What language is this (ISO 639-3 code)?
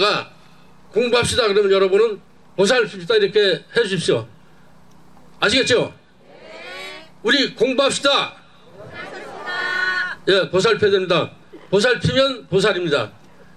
kor